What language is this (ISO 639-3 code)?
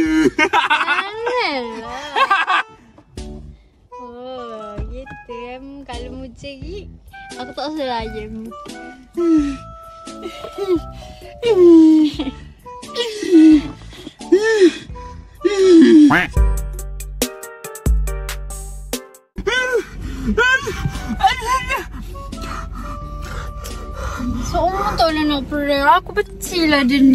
msa